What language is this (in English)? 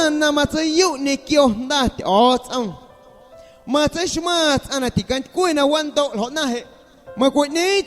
Guerrero Amuzgo